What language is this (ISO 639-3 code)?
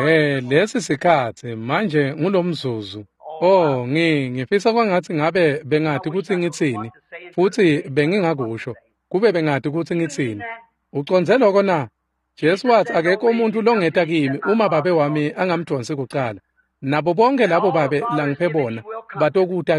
ssw